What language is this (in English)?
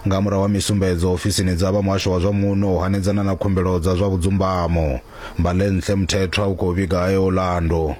Venda